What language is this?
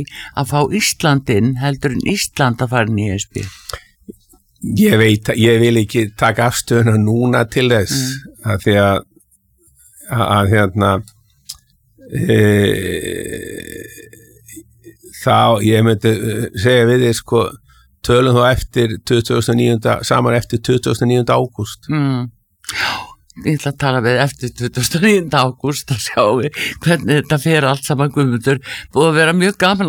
Icelandic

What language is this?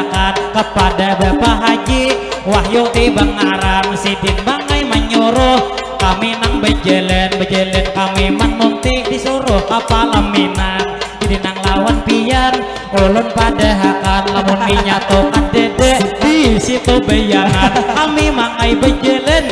Banjar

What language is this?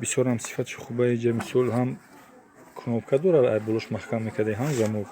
Tajik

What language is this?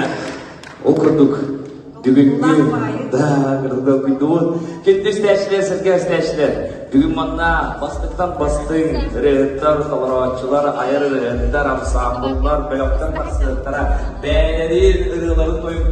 Yakut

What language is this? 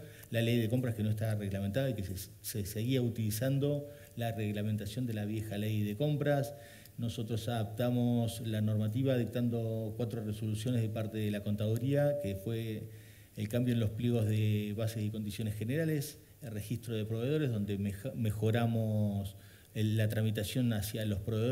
Spanish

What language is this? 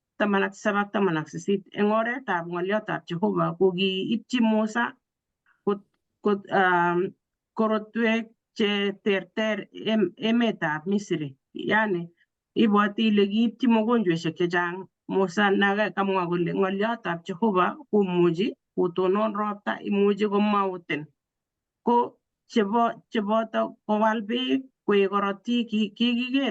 Kalenjin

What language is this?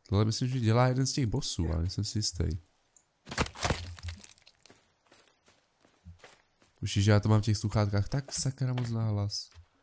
Czech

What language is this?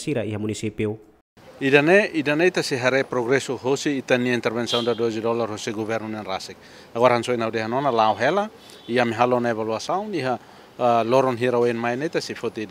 Tetum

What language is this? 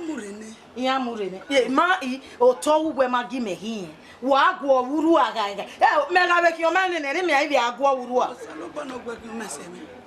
Bini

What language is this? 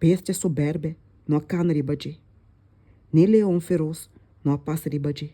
Papiamento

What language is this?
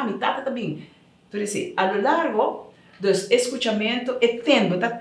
Papiamento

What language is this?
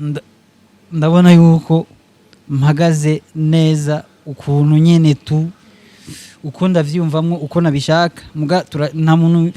Rundi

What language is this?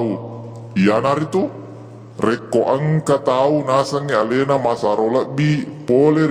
Buginese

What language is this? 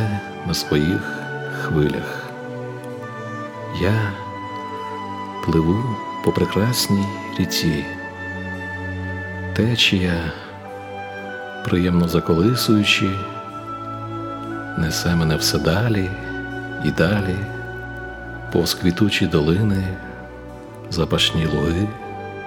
Ukrainian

